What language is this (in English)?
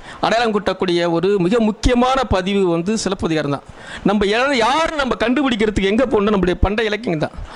Tamil